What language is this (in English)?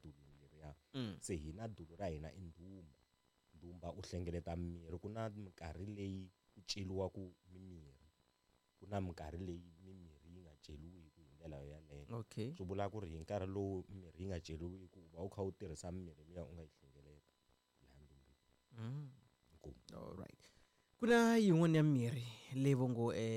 Tsonga